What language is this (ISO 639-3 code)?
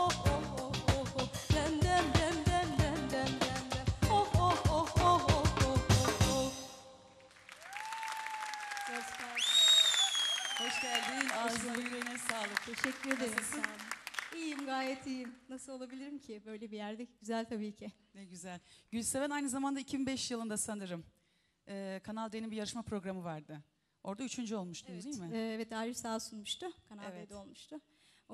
tur